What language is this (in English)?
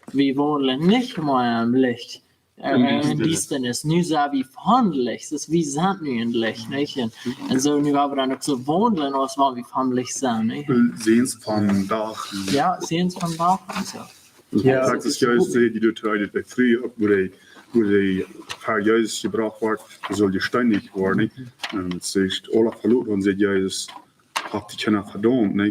Plautdietsch